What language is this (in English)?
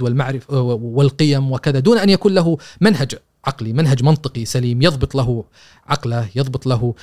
Gulf Arabic